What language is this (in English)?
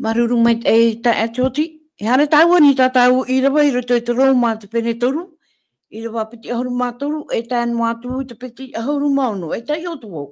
Tahitian